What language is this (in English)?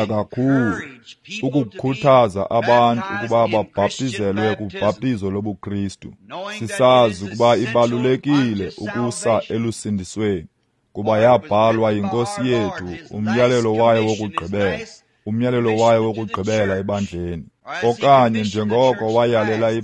Xhosa